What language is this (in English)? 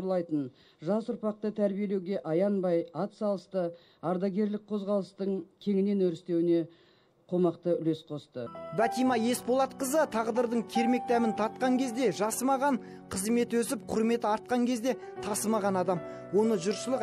Kazakh